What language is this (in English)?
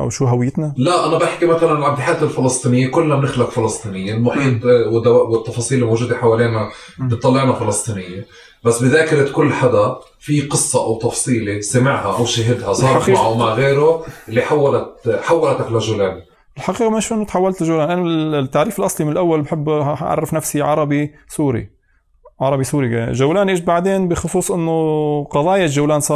North Levantine Arabic